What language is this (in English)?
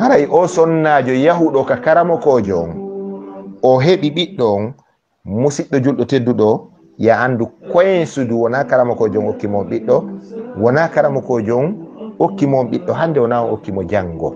Fula